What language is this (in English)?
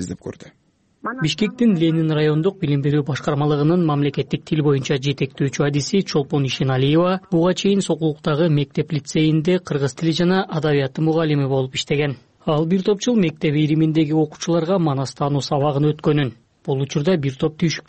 Kyrgyz